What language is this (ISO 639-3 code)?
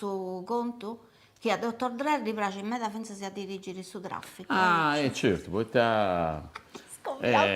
srd